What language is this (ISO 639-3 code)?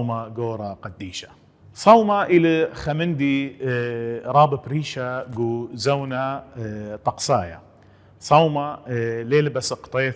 aii